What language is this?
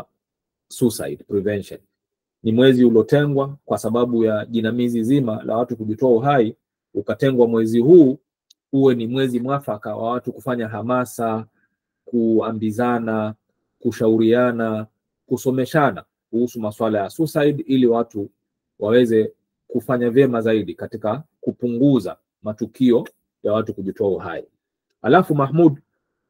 Swahili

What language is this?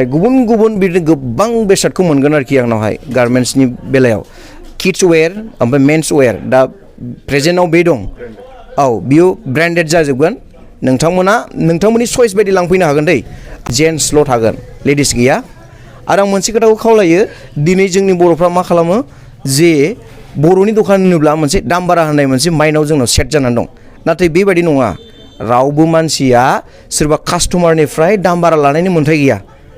Bodo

